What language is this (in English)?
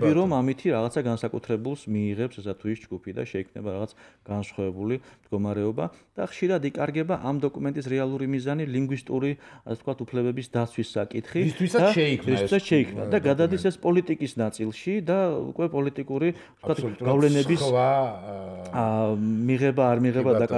Georgian